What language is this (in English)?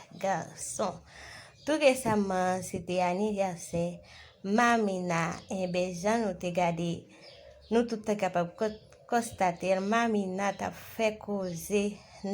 Haitian Creole